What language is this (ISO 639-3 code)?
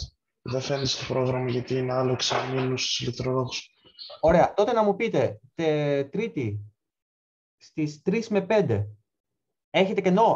ell